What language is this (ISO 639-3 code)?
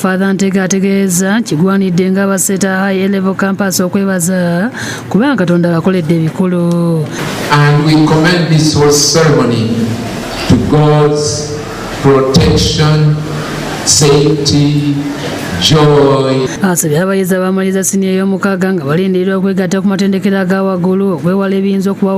lug